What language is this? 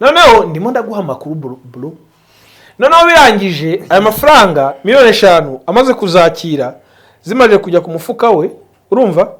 Kinyarwanda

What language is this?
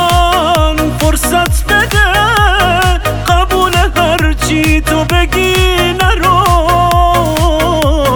Persian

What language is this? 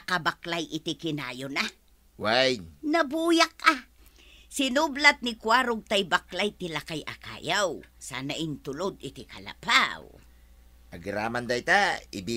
Iloko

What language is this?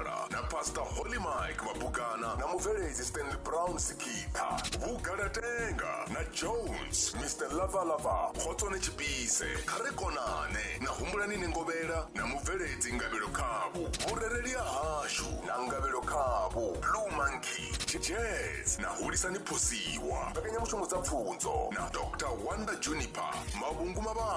Venda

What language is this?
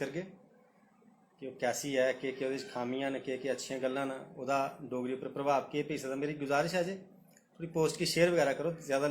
Dogri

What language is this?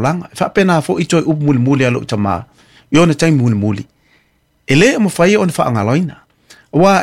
Samoan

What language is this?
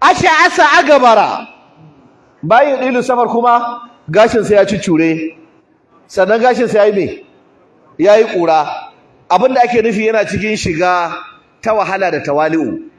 Hausa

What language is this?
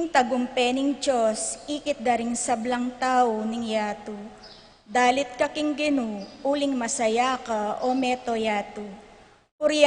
Pampanga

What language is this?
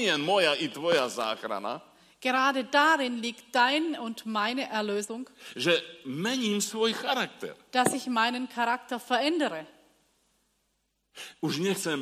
Slovak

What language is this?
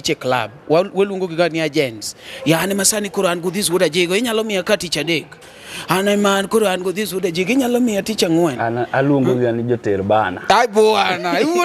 Luo (Kenya and Tanzania)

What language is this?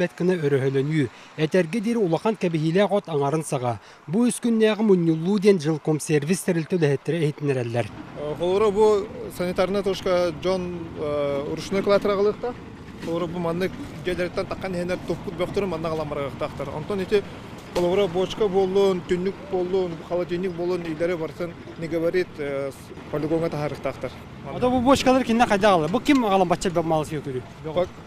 Yakut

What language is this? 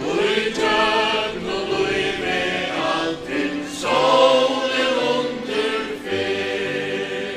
Faroese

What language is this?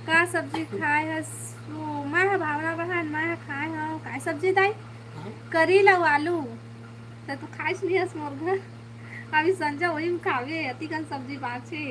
Chhattisgarhi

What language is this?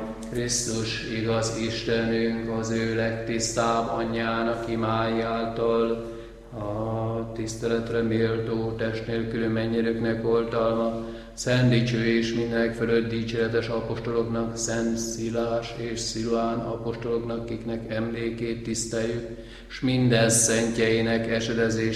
Hungarian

